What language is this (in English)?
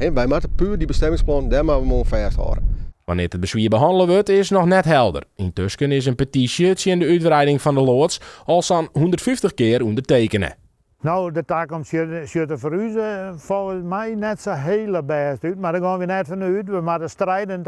Western Frisian